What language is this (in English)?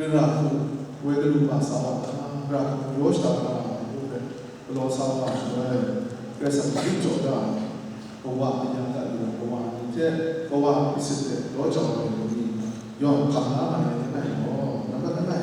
Kachin